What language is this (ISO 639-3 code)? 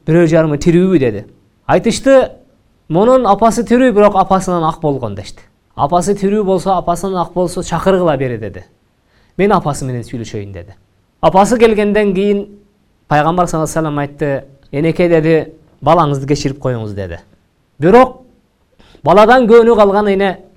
kir